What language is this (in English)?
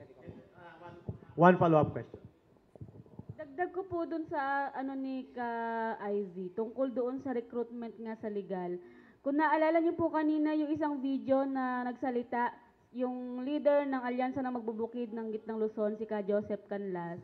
Filipino